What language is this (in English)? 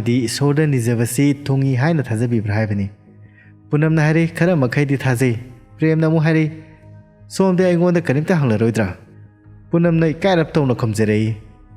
Manipuri